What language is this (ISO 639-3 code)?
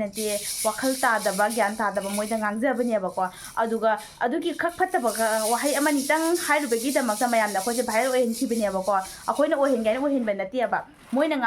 mni